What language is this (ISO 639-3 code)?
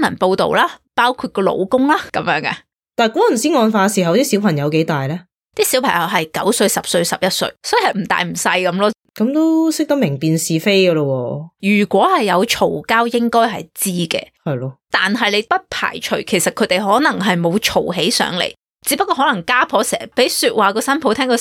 yue